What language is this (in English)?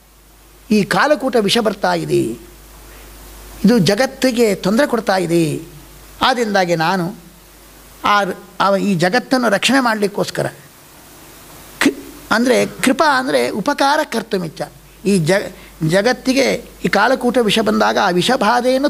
Kannada